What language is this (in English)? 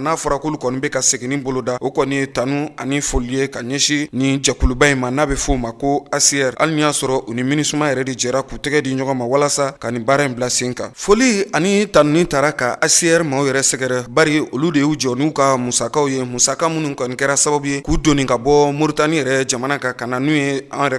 Bambara